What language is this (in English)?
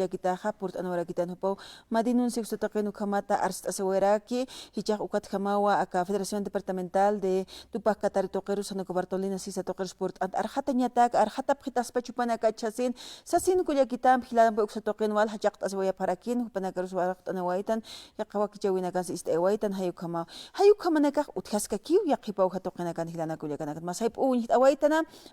Aymara